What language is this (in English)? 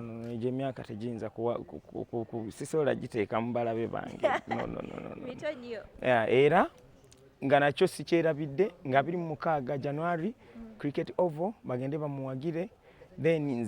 Ganda